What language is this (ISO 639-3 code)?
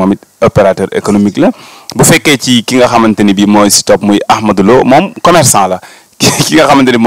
wol